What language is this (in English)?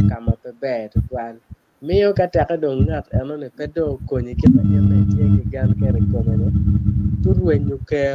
Acoli